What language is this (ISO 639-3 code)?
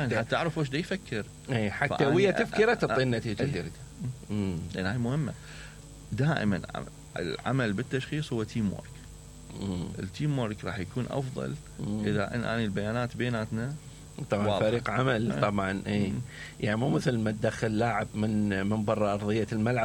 acm